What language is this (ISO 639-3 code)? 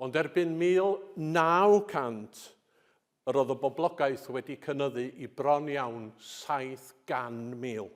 cym